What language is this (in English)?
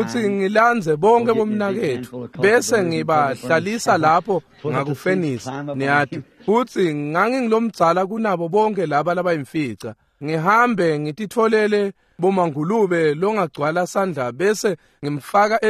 Swati